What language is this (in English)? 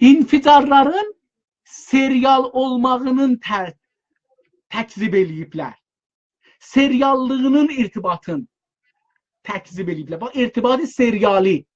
South Azerbaijani